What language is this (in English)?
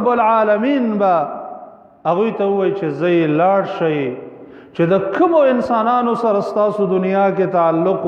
Pashto